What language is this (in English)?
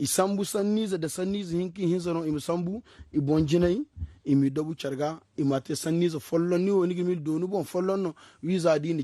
Zarma